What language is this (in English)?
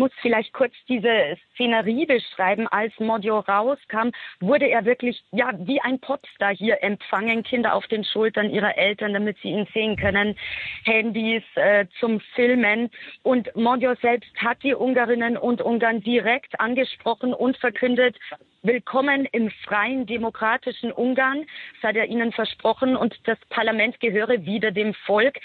German